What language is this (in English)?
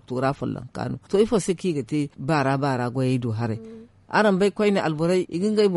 Zarma